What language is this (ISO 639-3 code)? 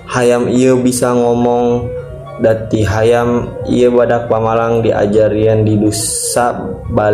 sun